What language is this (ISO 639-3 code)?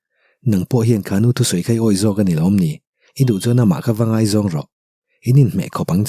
lus